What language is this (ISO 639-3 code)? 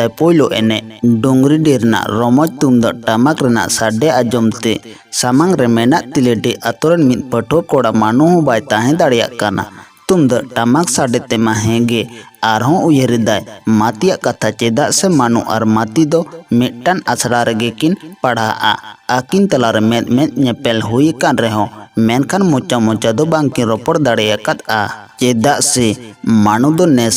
sat